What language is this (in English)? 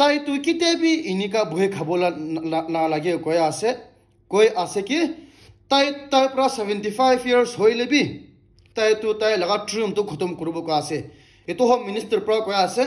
Naga Pidgin